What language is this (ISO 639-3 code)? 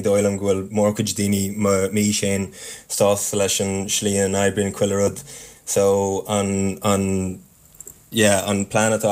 gle